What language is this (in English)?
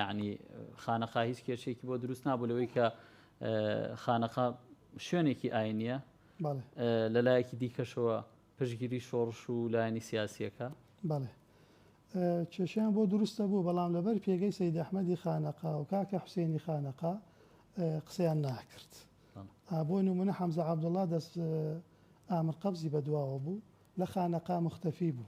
Central Kurdish